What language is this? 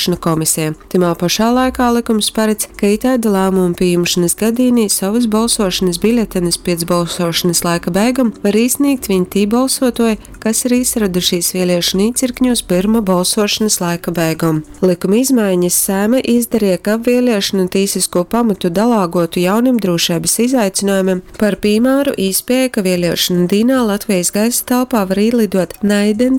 Latgalian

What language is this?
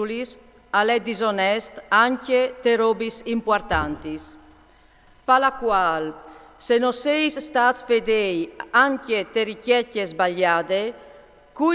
Friulian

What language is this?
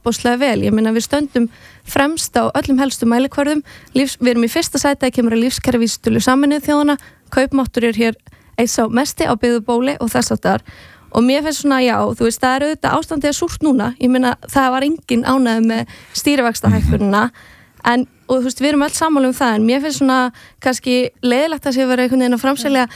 Icelandic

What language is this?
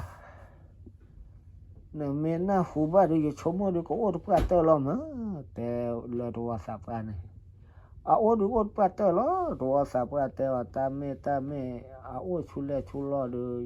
S'gaw Karen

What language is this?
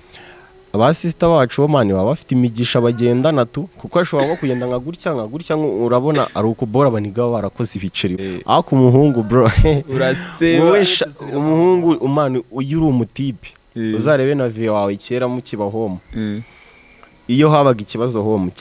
Kinyarwanda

